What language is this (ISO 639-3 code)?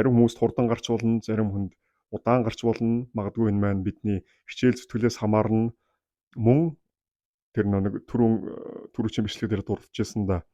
mon